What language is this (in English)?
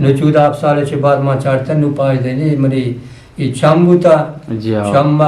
Eastern Balochi